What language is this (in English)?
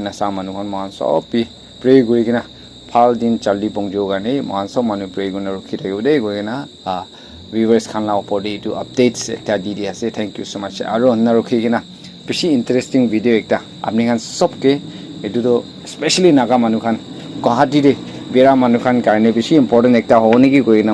Naga Pidgin